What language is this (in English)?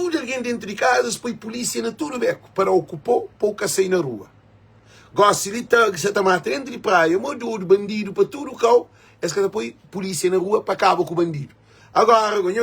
Kabuverdianu